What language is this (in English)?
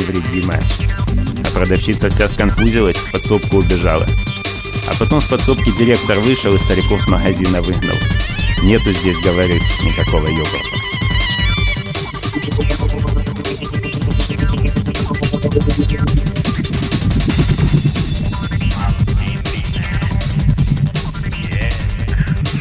Russian